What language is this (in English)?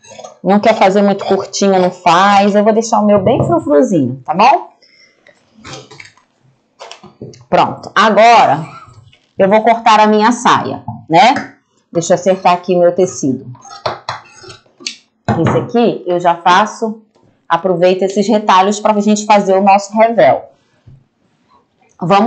Portuguese